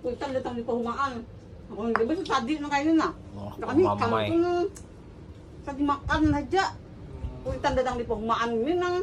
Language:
Banjar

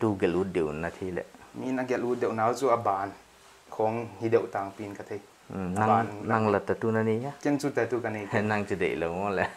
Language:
Paite Chin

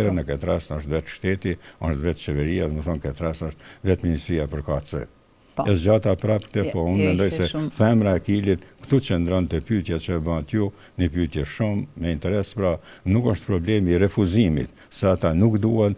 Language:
Albanian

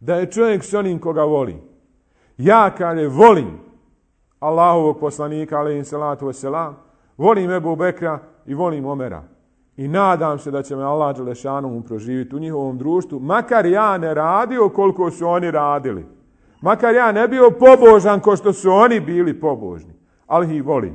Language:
Bosnian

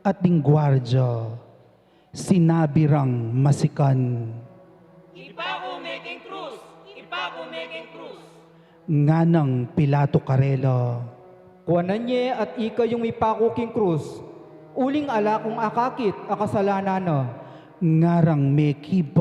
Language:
Pampanga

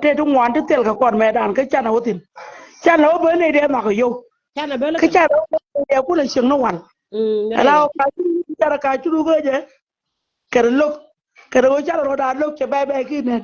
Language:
Nuer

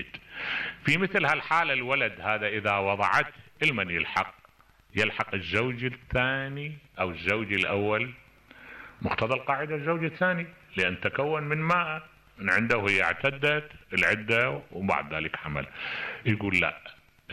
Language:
Mesopotamian Arabic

